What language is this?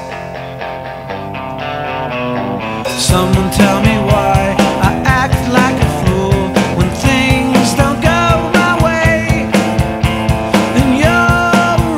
English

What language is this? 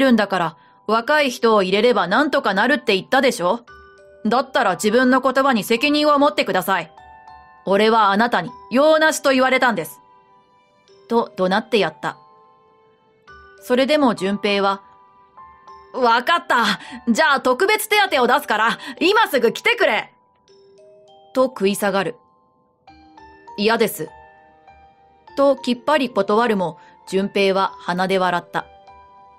Japanese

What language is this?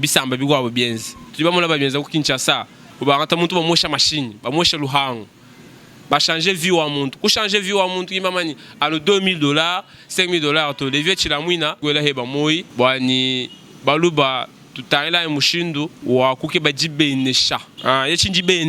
Luba-Lulua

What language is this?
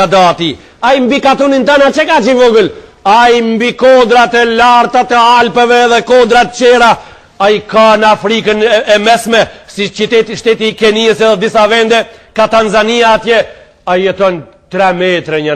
Albanian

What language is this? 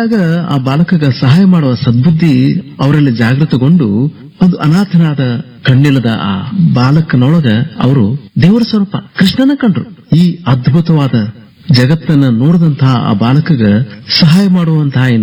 Kannada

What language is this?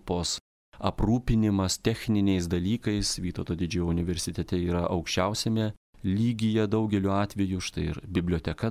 Lithuanian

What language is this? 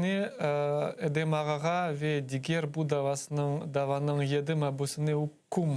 Crimean Tatar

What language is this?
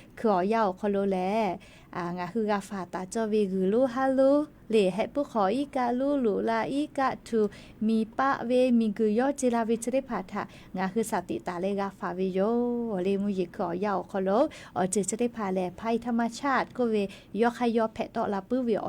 Lahu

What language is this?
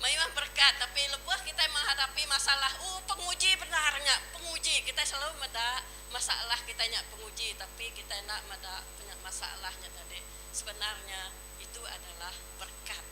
Iban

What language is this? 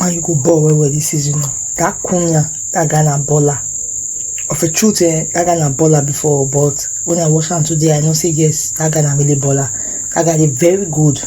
Nigerian Pidgin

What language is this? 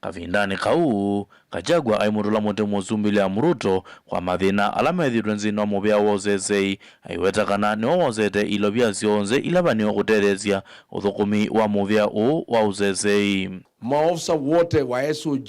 Kamba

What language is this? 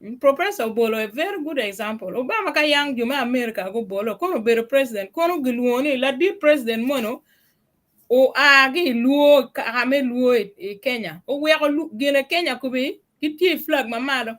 Acoli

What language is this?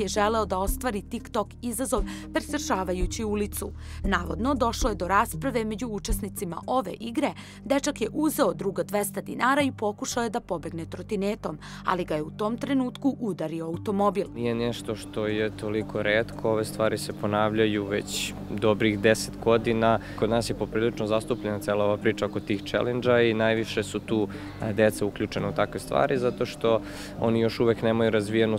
Serbian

